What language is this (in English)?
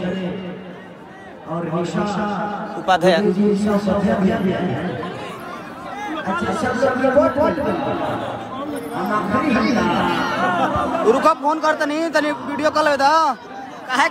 Bhojpuri